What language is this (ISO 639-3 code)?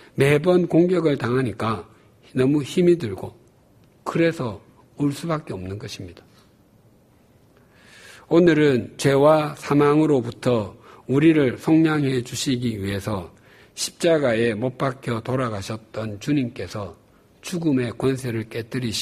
kor